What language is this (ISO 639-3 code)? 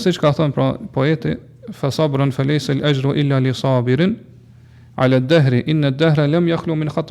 sqi